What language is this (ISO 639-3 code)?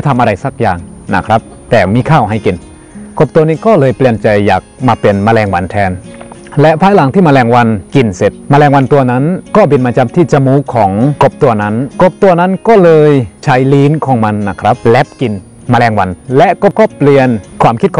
tha